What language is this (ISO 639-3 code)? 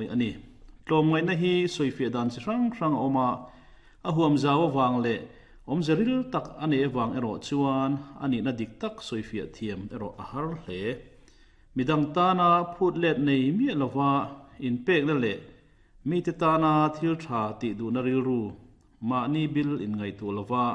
lus